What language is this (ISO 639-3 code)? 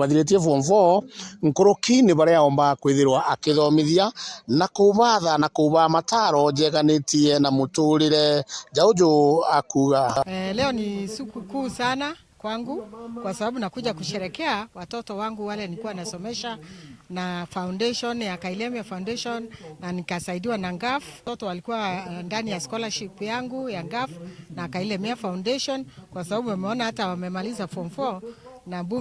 mer